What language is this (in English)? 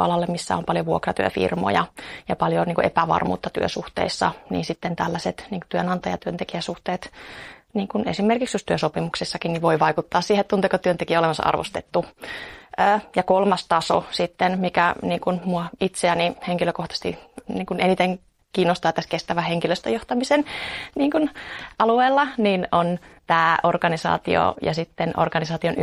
Finnish